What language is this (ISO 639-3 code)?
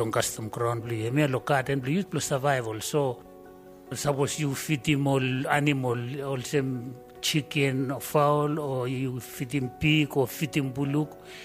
bis